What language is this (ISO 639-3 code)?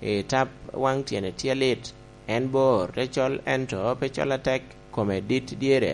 laj